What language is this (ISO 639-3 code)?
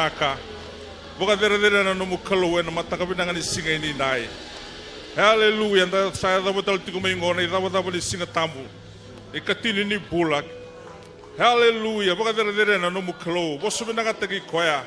fij